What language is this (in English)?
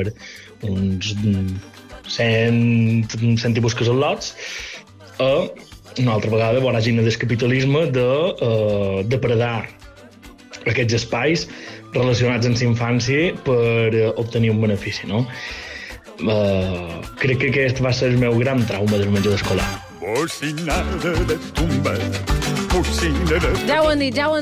Catalan